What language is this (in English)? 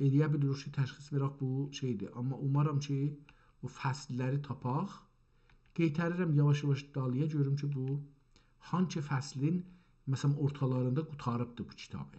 South Azerbaijani